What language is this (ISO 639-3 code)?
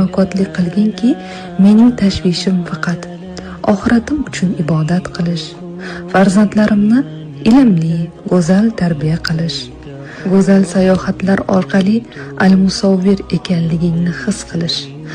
uzb